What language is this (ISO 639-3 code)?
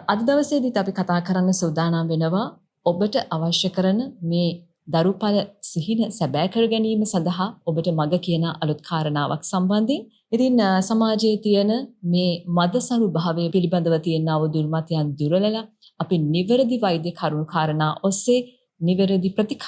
sin